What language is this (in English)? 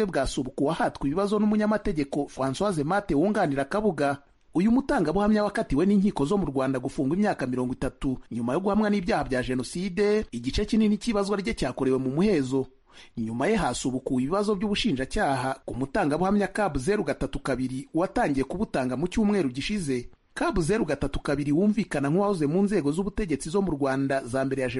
Kinyarwanda